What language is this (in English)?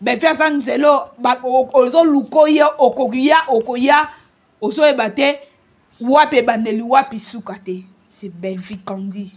Lingala